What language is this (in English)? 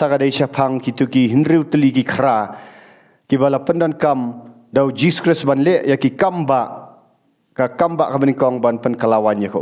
Khasi